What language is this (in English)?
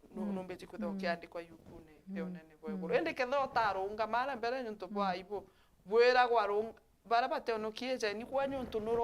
Meru